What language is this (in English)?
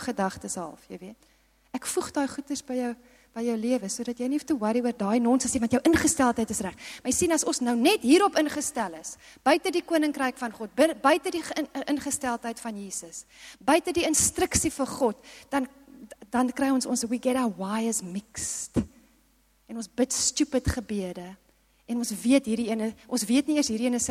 Afrikaans